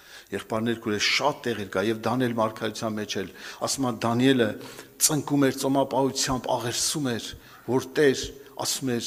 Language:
Armenian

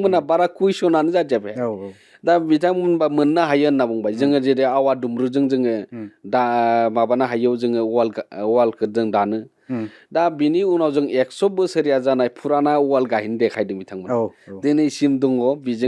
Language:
Bodo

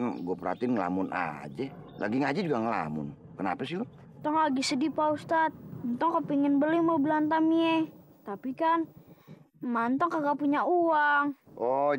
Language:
Betawi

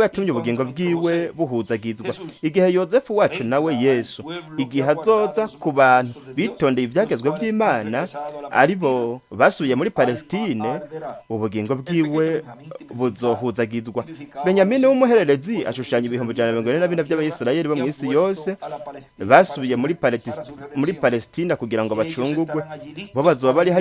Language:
Rundi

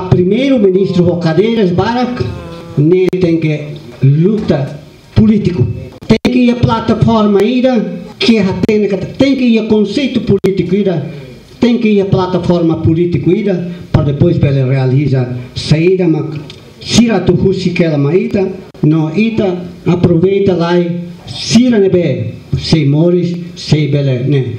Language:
Tetum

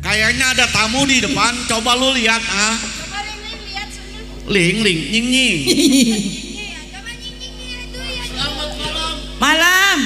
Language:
Betawi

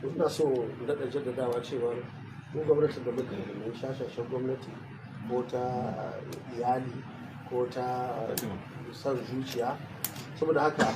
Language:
Hausa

